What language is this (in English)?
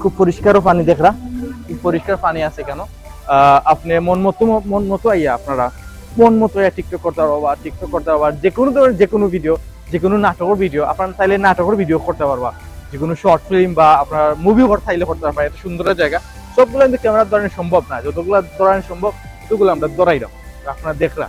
Sylheti